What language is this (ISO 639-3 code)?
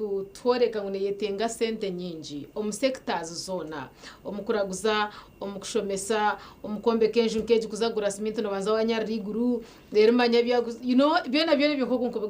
nyn